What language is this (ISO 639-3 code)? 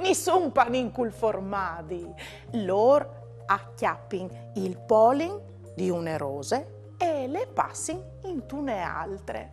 fur